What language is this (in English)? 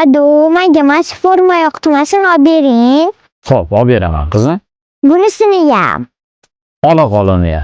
Uzbek